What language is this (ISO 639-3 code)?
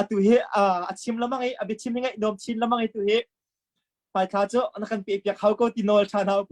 cnh